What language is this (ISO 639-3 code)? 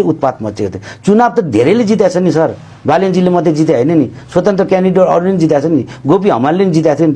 nep